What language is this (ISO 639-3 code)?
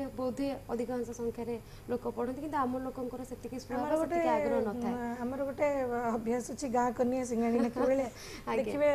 ori